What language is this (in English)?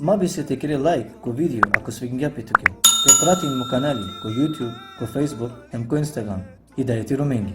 Balkan Romani